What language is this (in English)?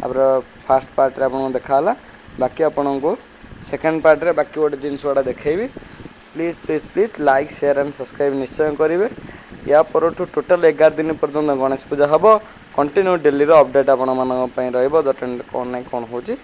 Odia